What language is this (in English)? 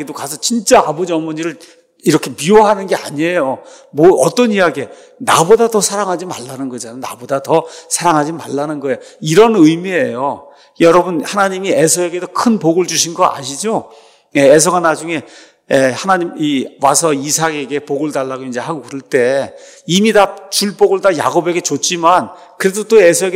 Korean